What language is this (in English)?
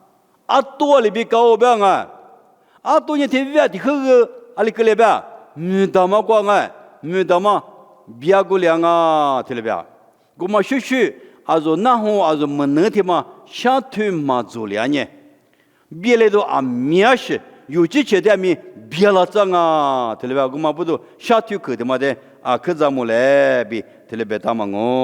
Lisu